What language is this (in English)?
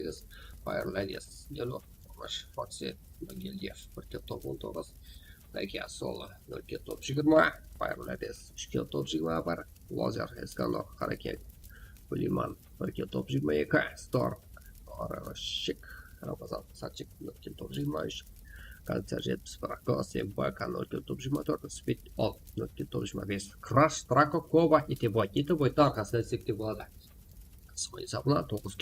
Kara-Kalpak